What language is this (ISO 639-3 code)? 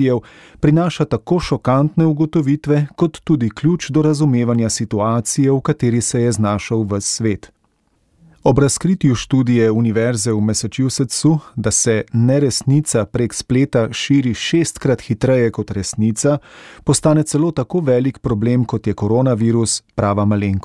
slv